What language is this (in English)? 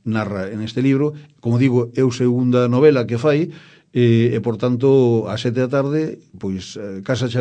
Galician